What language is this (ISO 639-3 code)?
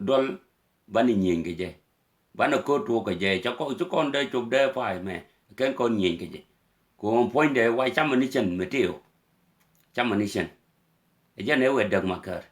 nus